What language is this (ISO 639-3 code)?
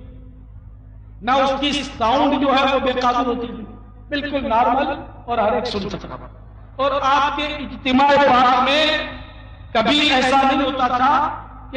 urd